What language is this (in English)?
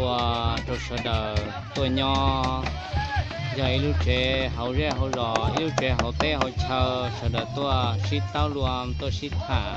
Hmong